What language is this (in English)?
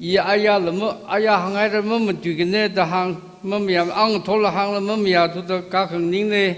Tangkhul Naga (India)